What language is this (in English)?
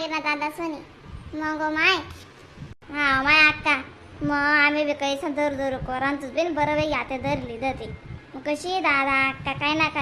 Khandesi